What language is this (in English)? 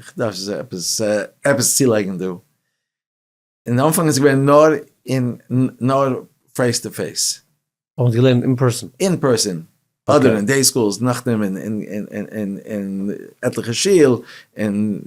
Yiddish